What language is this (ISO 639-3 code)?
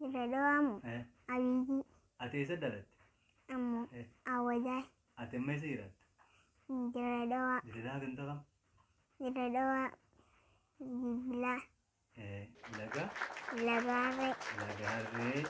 orm